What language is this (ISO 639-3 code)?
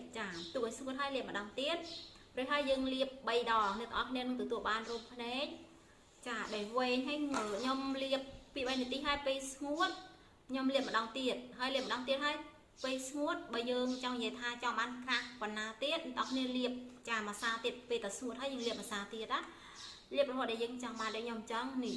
khm